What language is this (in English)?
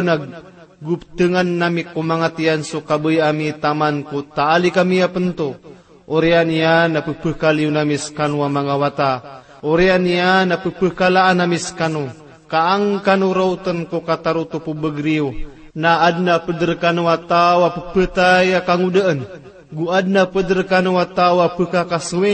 Maranao